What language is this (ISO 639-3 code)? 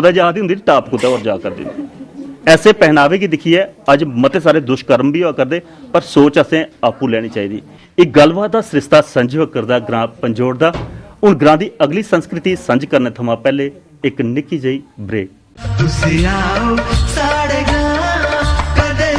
doi